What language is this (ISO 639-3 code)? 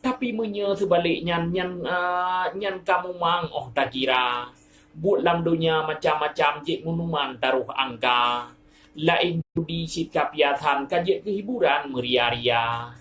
ace